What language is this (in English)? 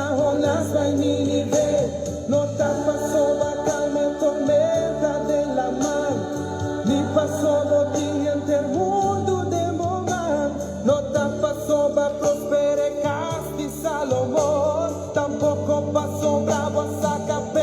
Papiamento